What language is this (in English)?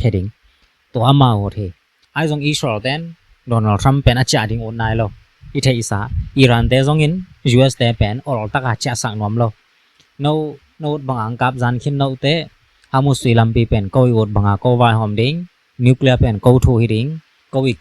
Tedim Chin